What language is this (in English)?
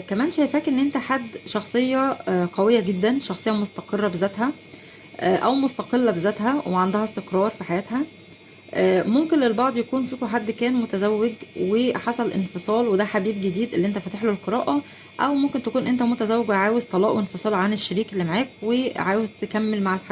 Egyptian Arabic